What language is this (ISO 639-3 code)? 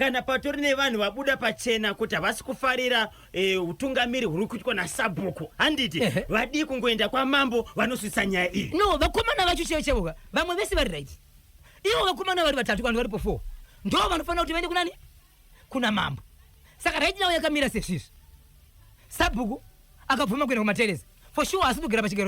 sna